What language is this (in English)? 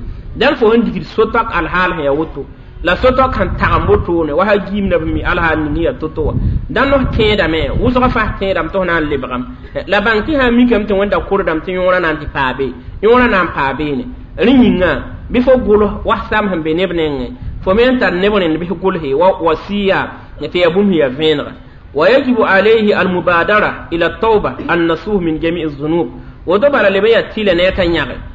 Mossi